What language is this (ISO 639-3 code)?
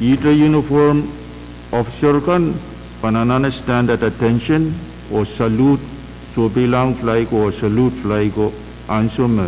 pon